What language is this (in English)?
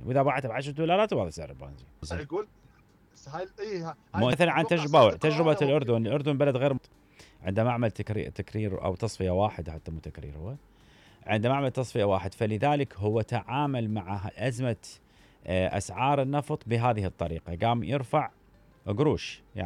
Mesopotamian Arabic